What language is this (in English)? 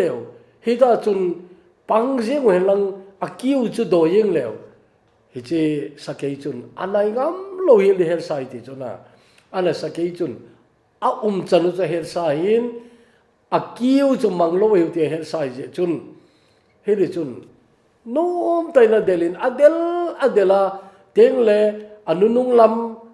Thado Chin